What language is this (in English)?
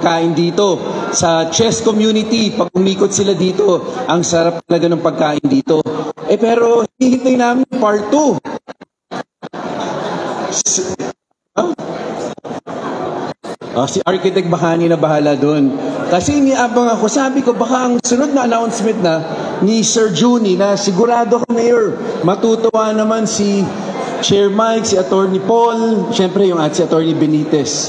Filipino